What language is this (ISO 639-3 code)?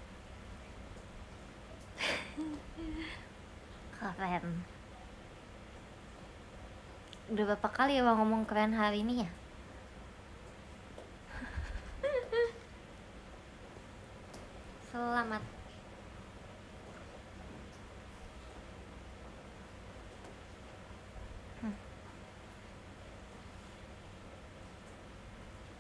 ind